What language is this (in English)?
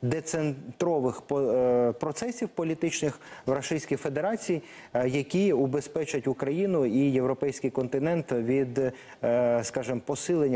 Ukrainian